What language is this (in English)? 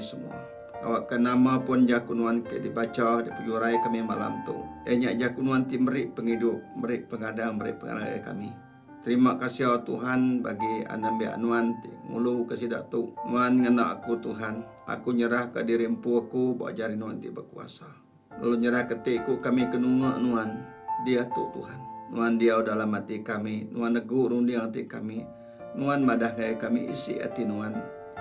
Iban